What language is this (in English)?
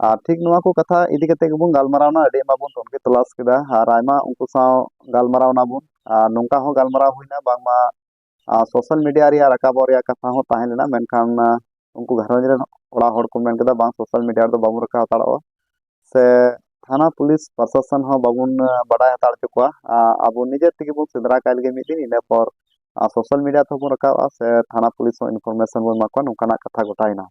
Santali